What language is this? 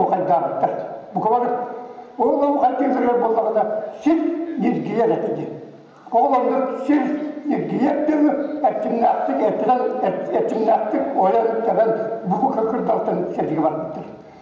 Yakut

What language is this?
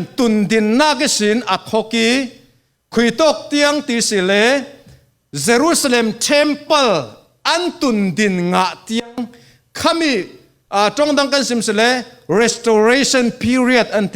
Falam Chin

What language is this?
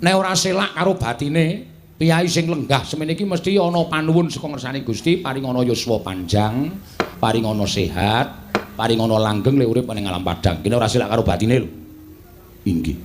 Javanese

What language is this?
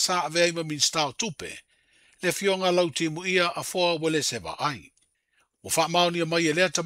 Samoan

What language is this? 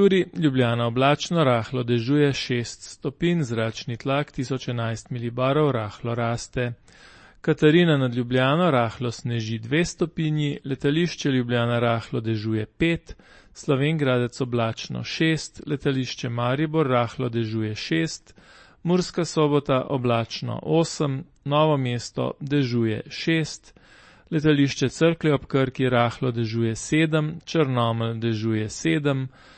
Slovenian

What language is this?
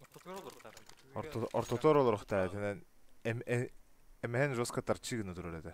Yakut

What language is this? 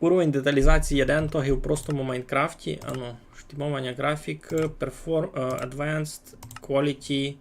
Rusyn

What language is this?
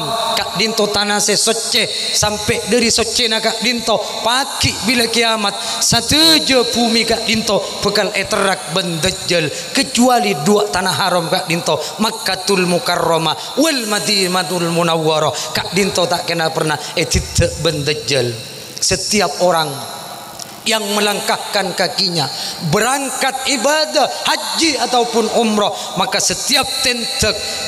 Madurese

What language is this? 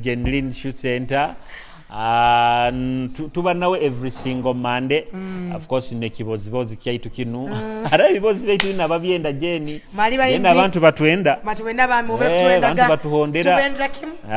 Nyoro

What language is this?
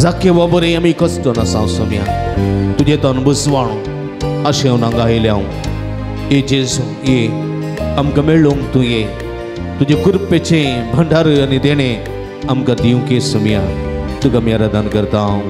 Konkani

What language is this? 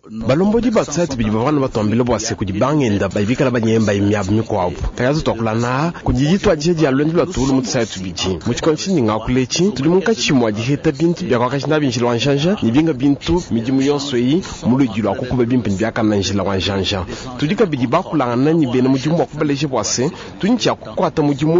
Luba-Lulua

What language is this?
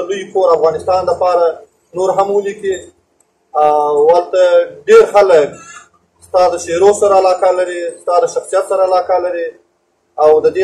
Pashto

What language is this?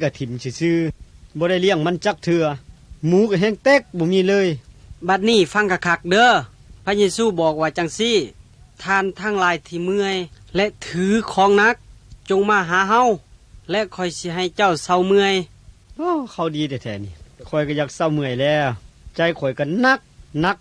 Lao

